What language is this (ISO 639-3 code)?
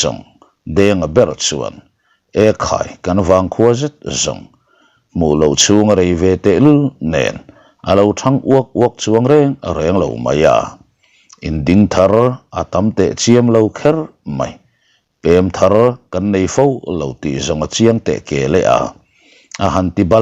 lus